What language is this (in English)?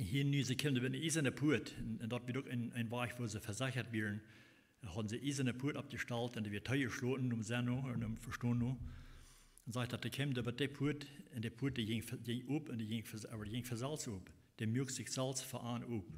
Plautdietsch